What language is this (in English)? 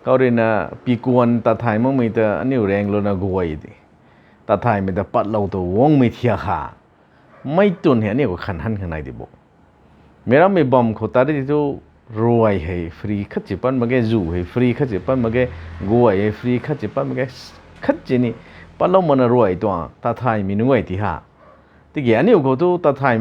Rongmei Naga